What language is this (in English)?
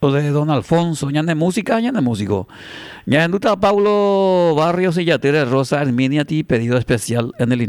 Guarani